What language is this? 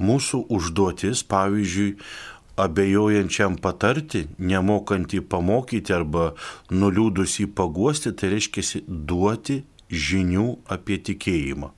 Lithuanian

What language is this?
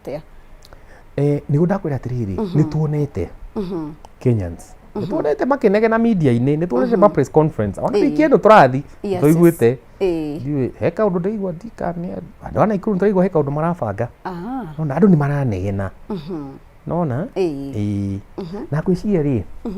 Kikuyu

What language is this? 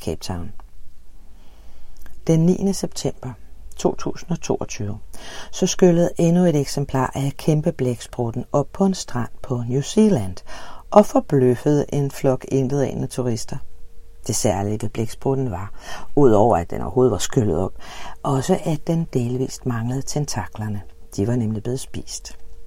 Danish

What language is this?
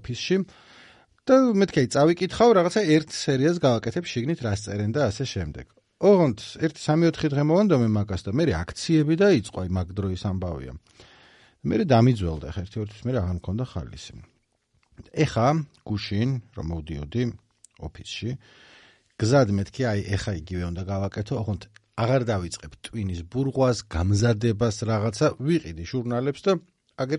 Georgian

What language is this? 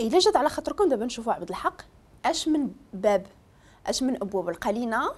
Moroccan Arabic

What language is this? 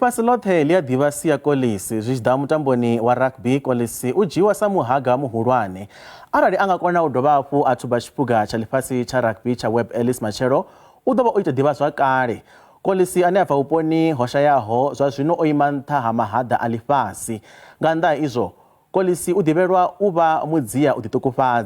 Venda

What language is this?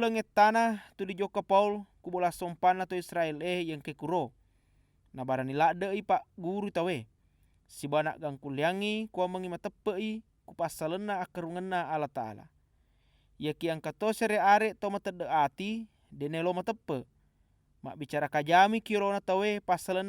Buginese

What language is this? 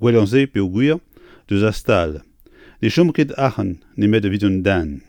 Breton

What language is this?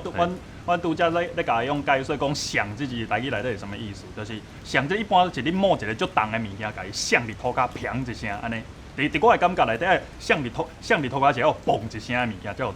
Min Nan Chinese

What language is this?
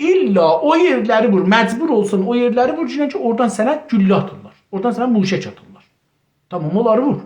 South Azerbaijani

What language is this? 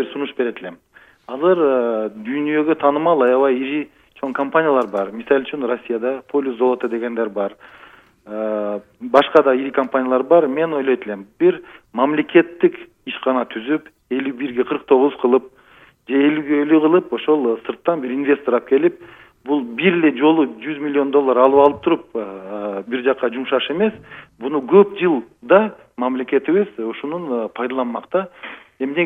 Kyrgyz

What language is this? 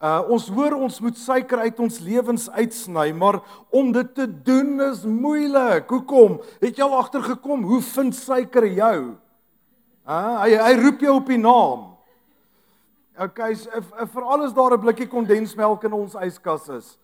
Afrikaans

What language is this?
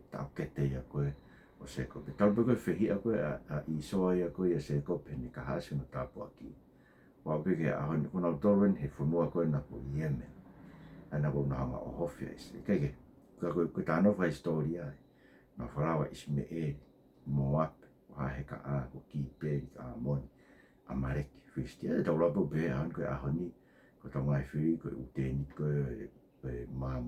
Tongan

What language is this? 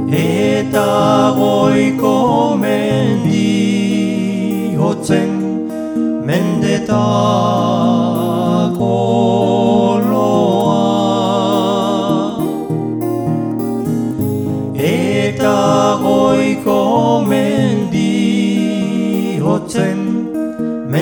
Basque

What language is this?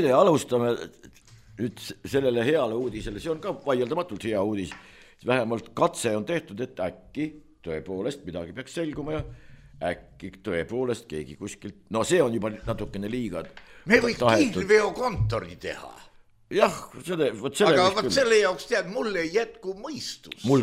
Estonian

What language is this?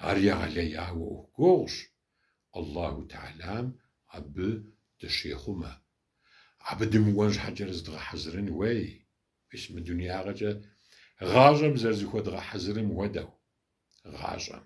Kabardian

